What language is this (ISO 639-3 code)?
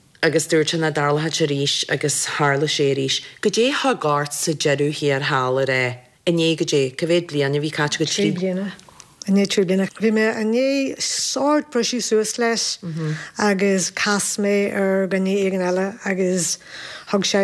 gle